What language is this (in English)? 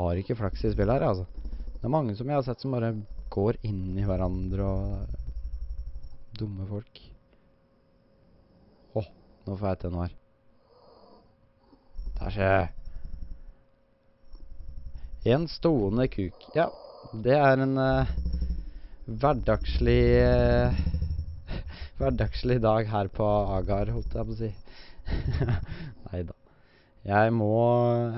Norwegian